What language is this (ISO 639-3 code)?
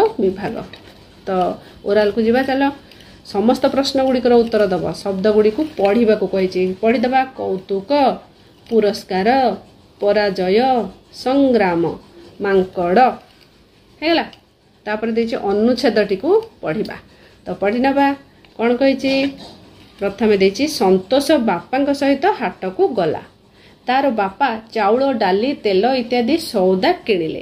ori